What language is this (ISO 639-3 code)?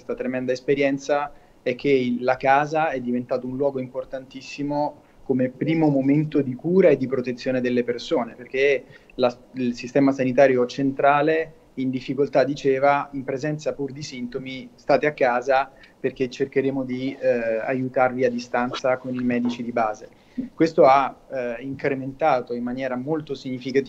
ita